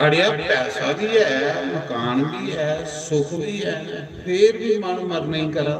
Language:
Dogri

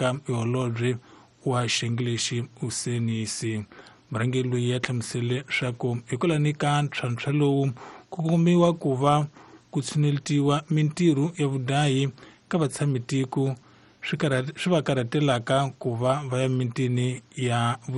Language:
Tsonga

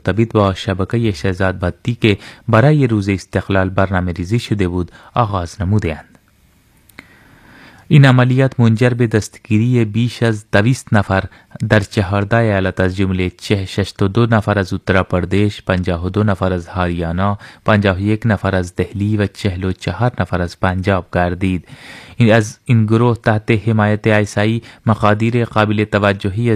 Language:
Persian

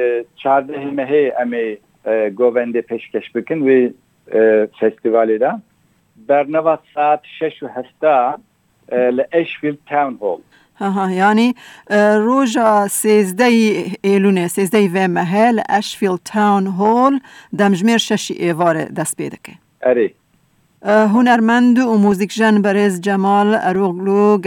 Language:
Kurdish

